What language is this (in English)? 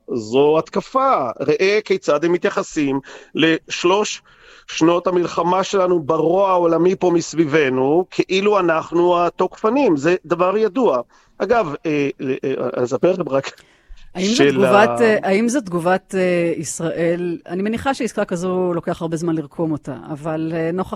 Hebrew